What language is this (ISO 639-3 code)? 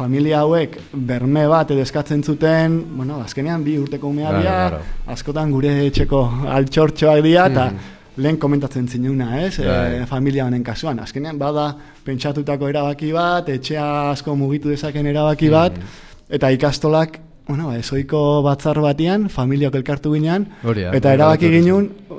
eus